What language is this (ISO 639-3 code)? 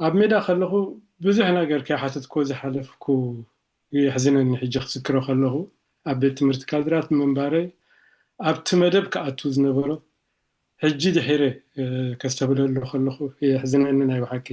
tir